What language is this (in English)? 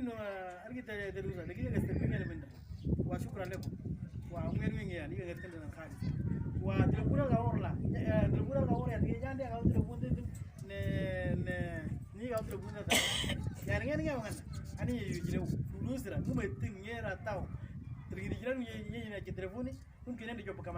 Moro